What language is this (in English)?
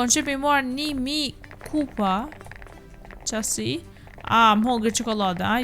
Albanian